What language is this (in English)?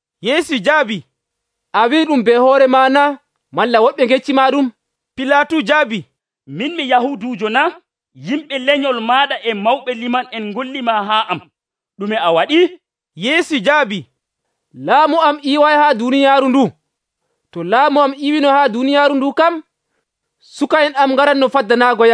Nigerian Fulfulde